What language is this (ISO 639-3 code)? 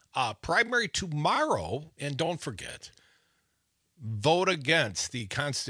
eng